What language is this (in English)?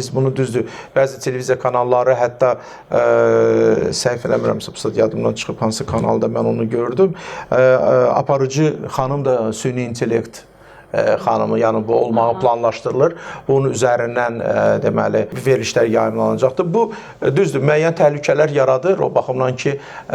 Azerbaijani